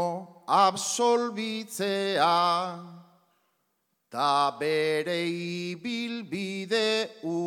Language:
Basque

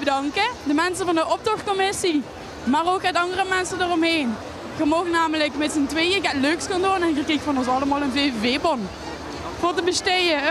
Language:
Limburgish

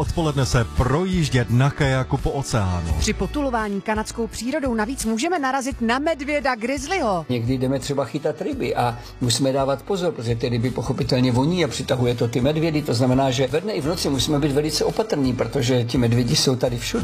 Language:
Czech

